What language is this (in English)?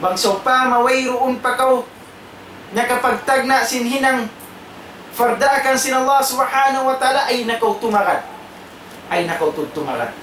Tausug